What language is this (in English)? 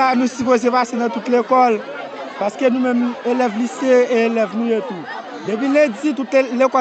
Haitian Creole